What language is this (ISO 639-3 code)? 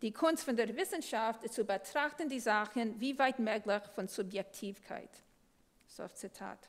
yid